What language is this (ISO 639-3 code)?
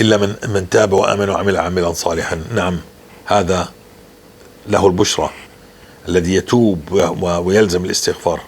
apc